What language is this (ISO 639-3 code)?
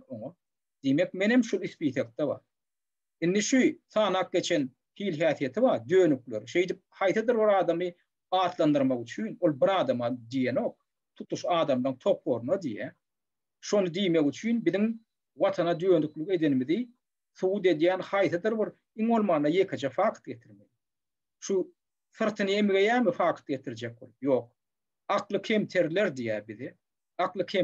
tuk